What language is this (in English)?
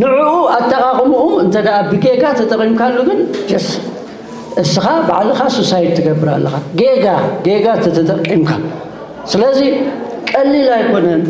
Tigrinya